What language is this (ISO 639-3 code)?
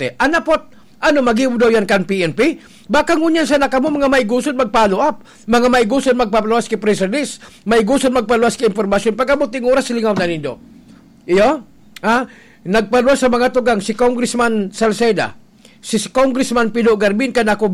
bik